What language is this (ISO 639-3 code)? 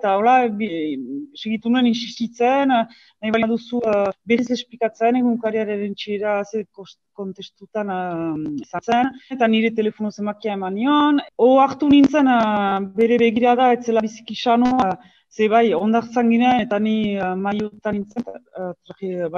eus